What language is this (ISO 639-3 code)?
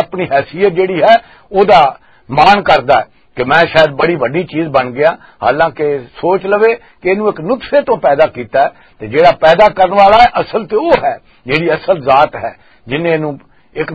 lah